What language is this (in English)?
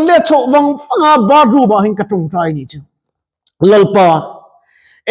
Mizo